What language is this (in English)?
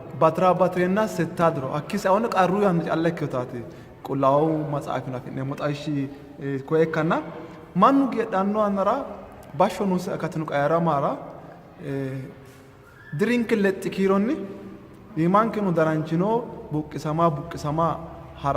Sidamo